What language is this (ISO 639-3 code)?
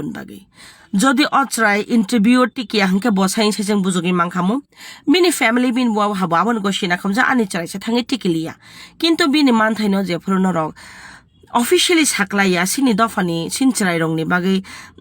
trp